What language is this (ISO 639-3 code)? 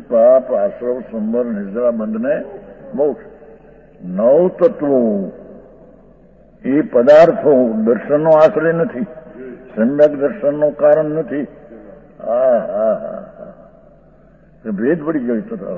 guj